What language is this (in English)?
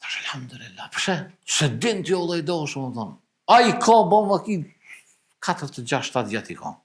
Albanian